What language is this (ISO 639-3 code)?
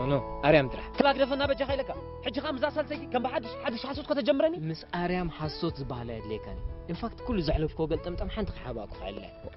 tir